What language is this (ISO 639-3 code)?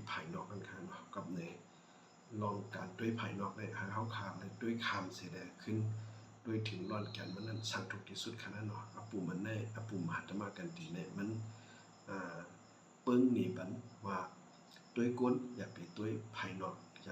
shn